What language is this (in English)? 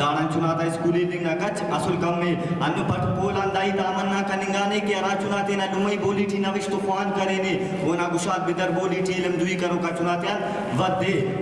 Brahui